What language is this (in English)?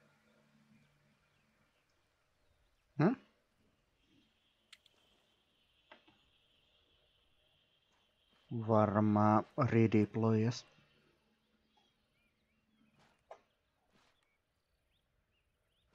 Finnish